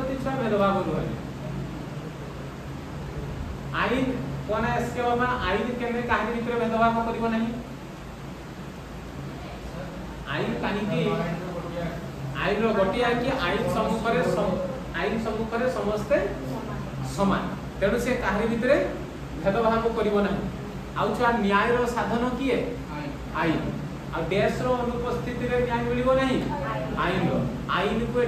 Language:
Odia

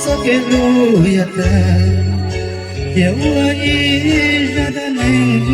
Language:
Hmong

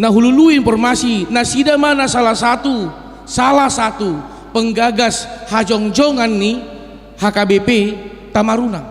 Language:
Batak Toba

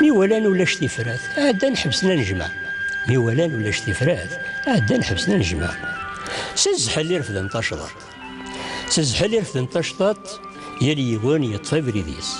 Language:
Kabyle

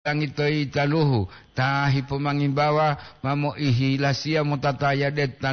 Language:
Gorontalo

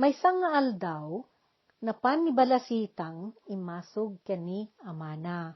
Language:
Iloko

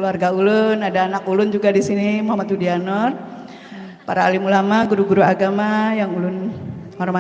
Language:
Banjar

